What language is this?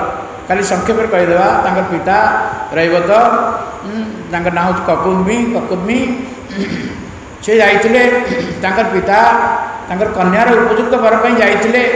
Odia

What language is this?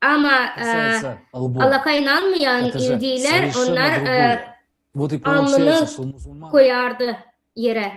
Gagauz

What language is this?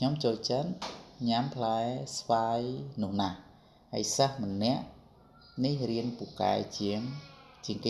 Khmer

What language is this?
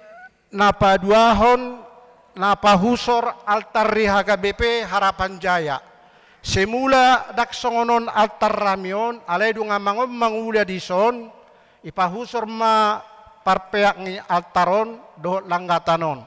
Batak Toba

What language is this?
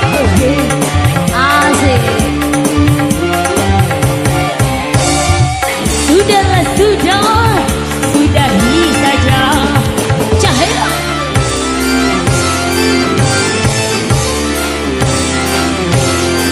Indonesian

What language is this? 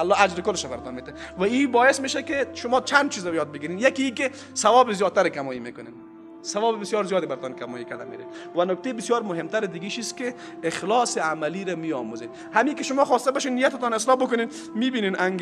Persian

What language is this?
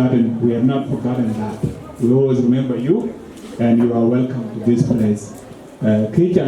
Dinka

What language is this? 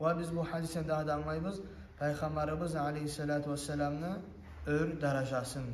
Kumyk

